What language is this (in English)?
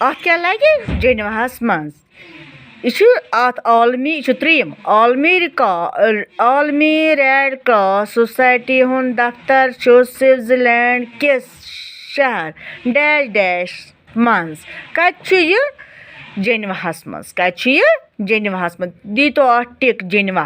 Kashmiri